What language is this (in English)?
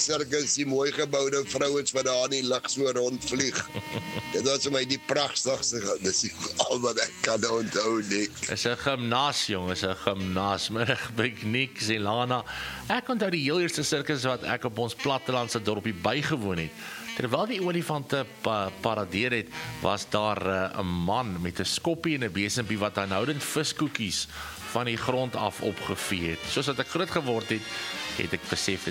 Afrikaans